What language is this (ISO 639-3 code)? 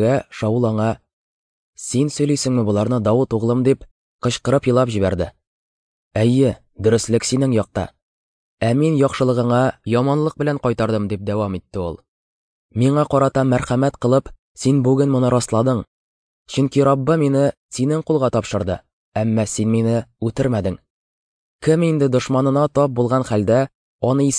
tat